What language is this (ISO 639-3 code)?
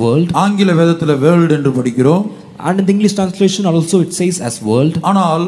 tam